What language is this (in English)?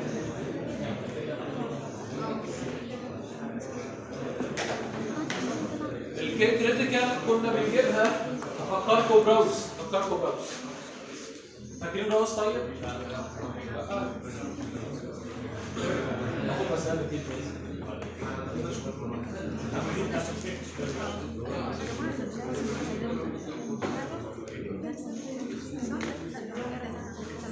Egyptian Arabic